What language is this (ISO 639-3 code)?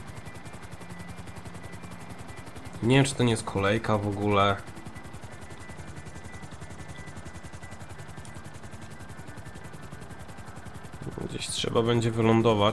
pol